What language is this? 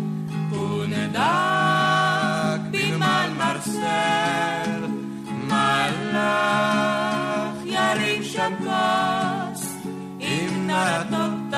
Hebrew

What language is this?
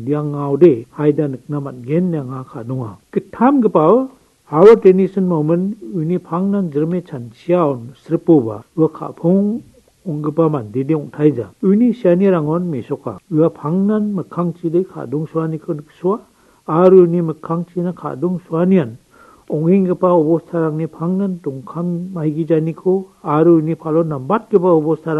Garo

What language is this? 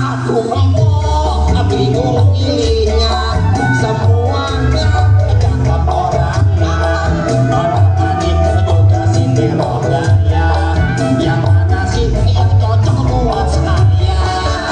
Betawi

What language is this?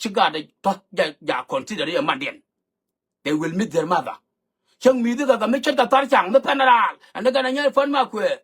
Nuer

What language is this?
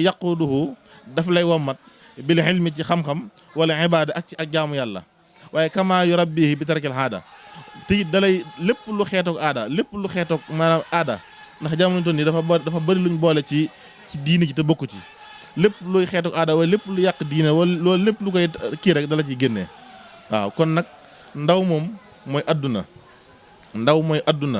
Wolof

